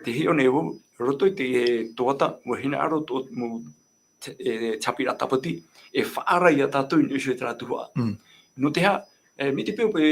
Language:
Tahitian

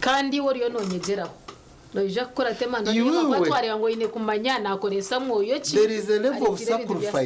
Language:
Nyankole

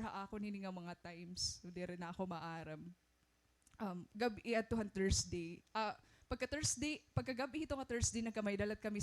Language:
Waray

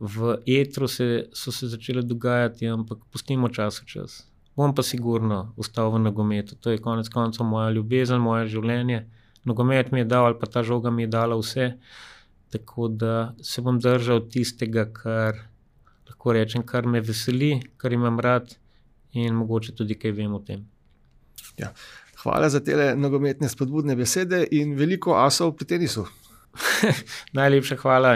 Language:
Slovenian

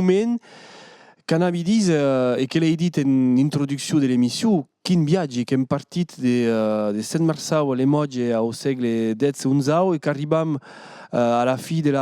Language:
Occitan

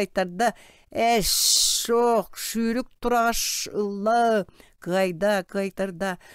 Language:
Yakut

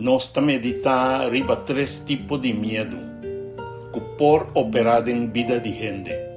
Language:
Papiamento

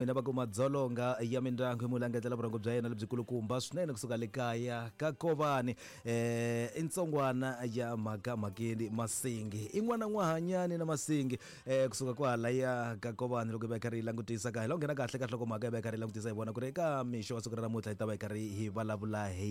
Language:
Tsonga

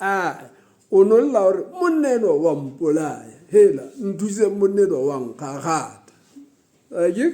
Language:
Southern Sotho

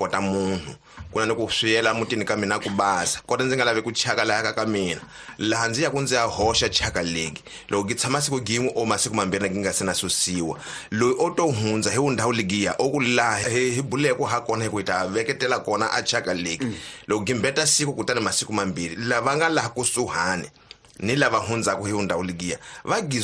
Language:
Tsonga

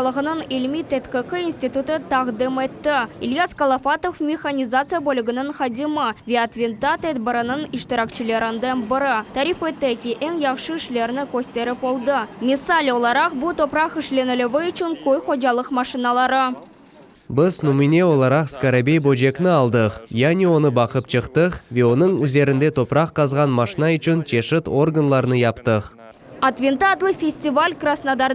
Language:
Crimean Tatar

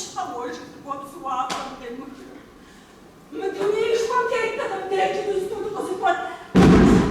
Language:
Kabardian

